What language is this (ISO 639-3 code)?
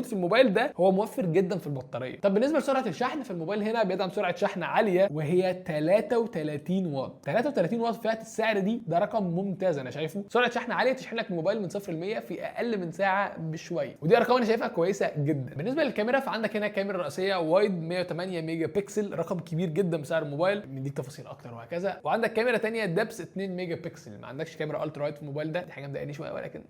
arz